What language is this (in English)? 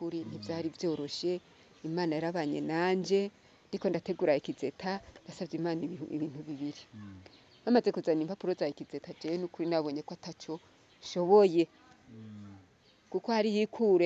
Rundi